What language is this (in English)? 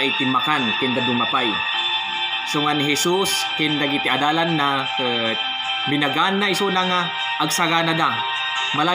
Iloko